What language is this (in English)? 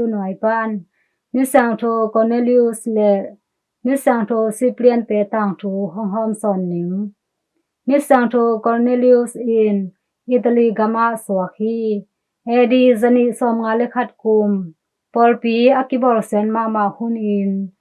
Tedim Chin